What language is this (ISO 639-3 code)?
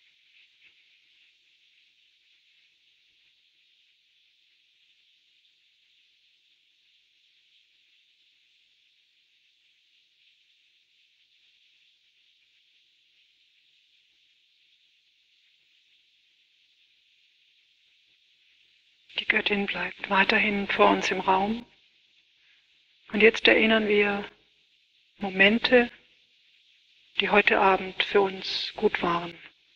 deu